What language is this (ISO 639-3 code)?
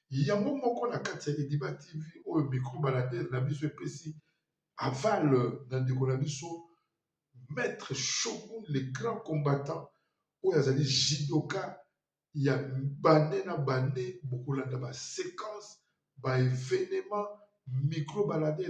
lin